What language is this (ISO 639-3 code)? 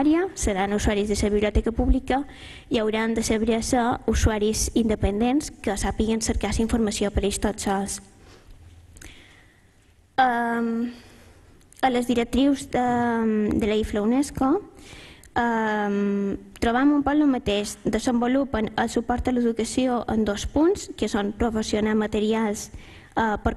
cat